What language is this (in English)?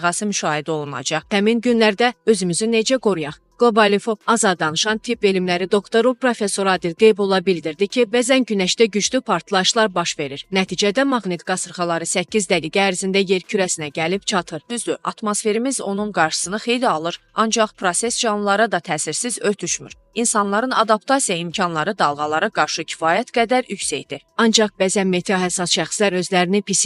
Azerbaijani